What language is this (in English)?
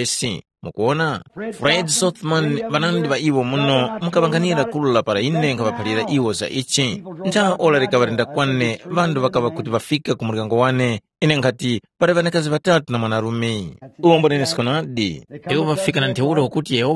Tumbuka